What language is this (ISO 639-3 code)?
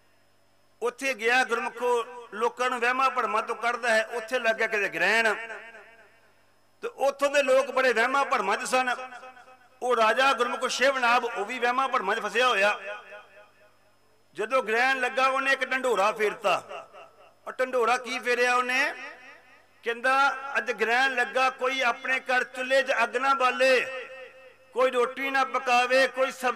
pan